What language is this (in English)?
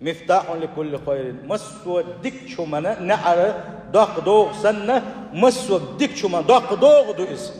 Chechen